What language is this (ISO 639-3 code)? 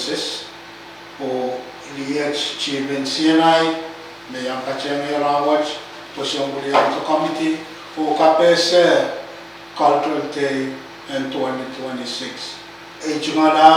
pon